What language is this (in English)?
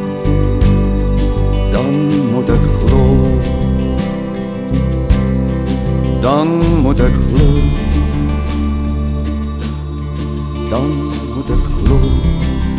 Afrikaans